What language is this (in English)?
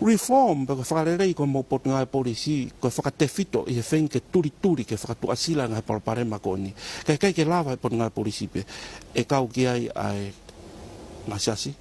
Tongan